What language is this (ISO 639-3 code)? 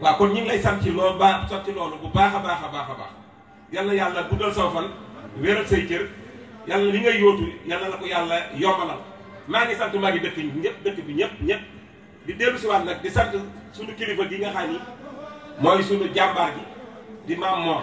wol